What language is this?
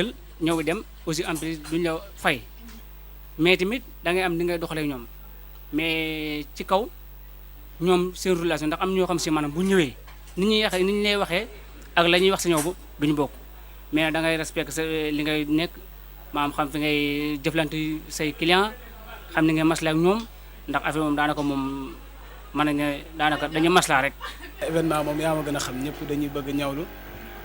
Wolof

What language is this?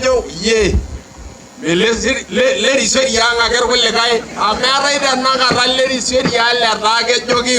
Masai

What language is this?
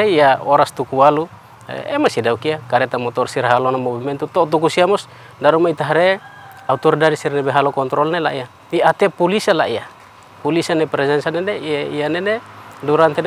Tetum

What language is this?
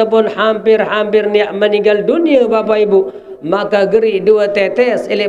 Sasak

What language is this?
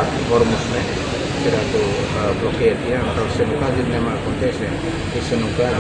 Tetum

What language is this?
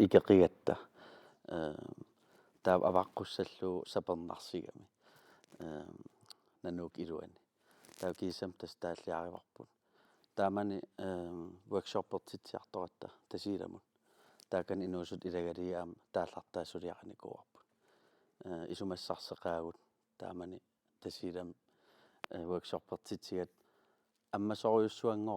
Kalaallisut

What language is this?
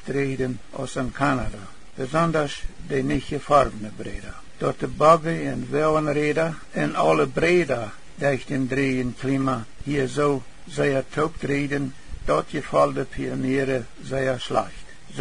Plautdietsch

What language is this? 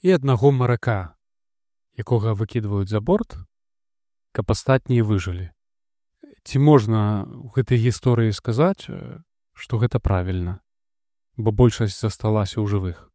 Belarusian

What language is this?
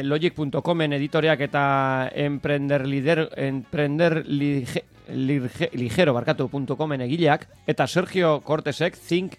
Basque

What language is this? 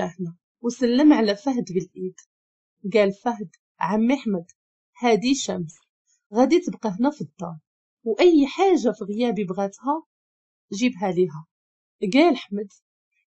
Moroccan Arabic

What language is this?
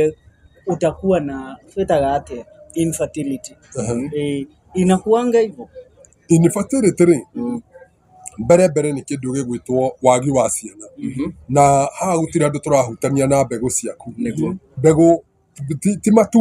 Kikuyu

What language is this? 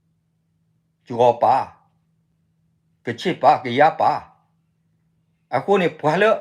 S'gaw Karen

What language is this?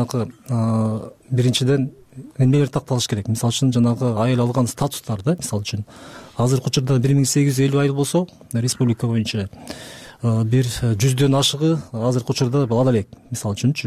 Kyrgyz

